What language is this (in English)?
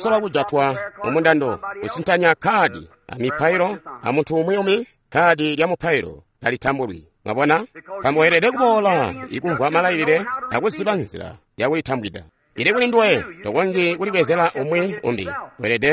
Tonga (Zambia)